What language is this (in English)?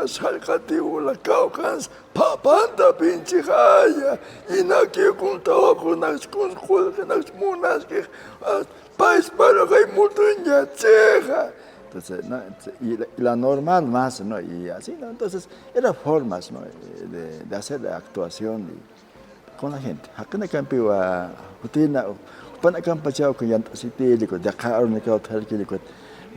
Aymara